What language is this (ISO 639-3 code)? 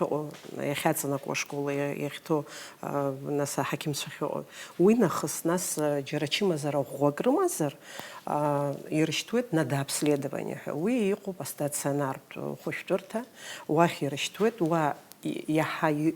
abk